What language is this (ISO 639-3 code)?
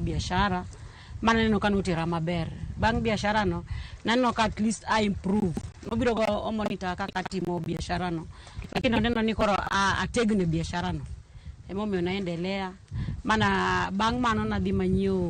luo